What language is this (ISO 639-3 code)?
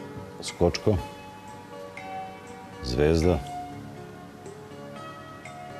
srp